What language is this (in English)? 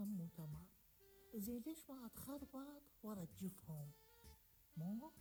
Mesopotamian Arabic